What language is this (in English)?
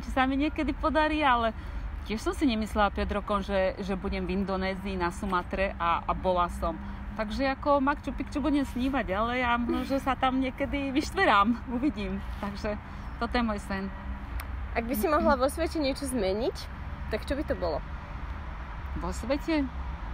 Slovak